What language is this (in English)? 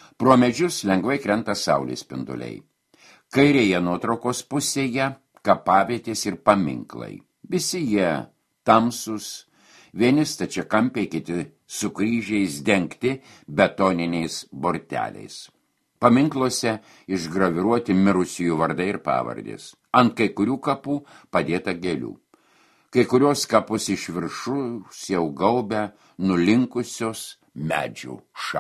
Lithuanian